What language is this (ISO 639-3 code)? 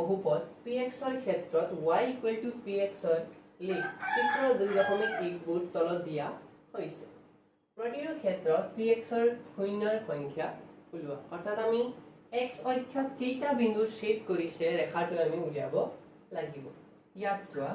asm